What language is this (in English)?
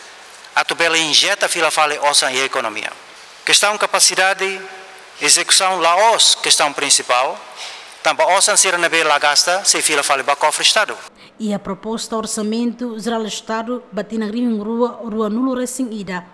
Tetum